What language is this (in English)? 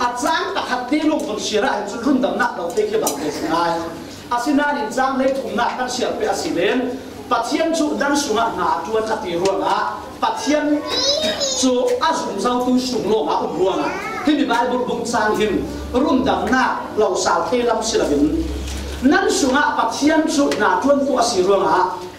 Falam Chin